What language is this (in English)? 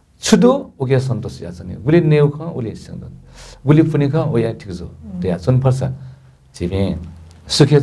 Newari